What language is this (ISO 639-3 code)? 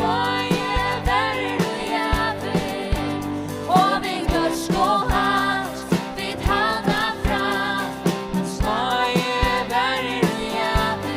fao